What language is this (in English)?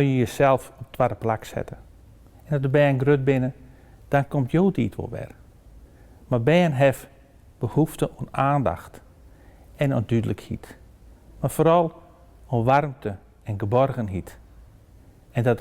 Western Frisian